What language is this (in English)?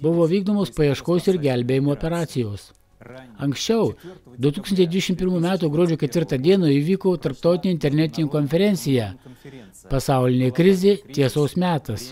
Lithuanian